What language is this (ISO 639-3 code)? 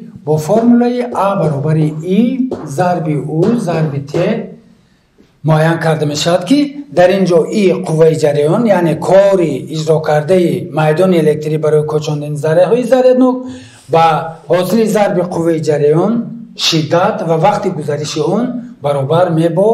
tgk